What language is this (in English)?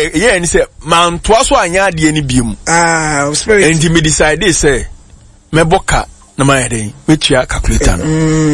Akan